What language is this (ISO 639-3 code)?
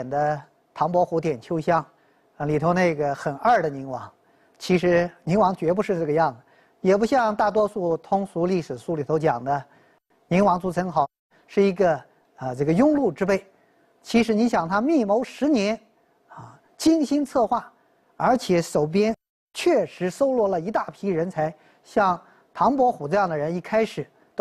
zho